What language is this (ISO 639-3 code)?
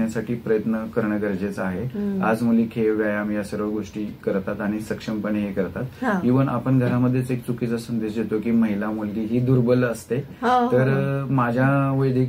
mar